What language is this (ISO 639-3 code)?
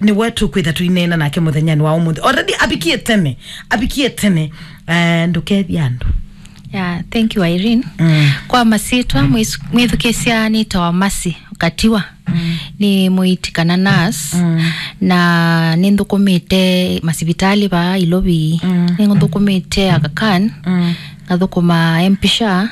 kam